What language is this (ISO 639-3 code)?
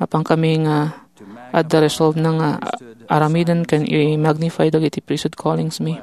ilo